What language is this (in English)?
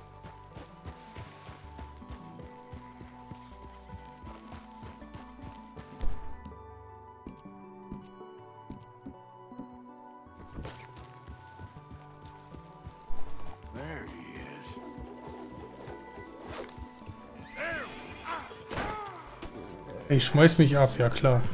English